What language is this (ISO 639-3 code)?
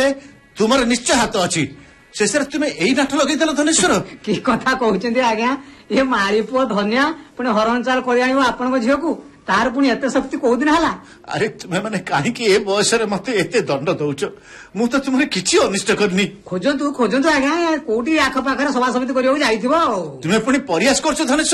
ori